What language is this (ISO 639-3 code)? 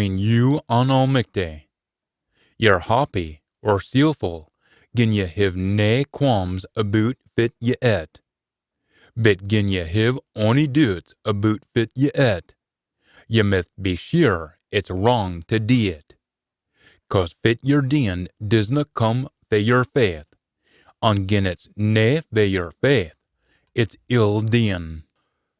sco